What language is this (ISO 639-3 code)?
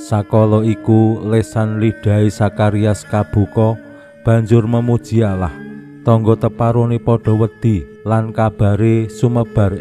jav